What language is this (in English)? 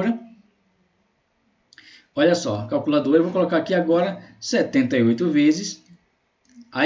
Portuguese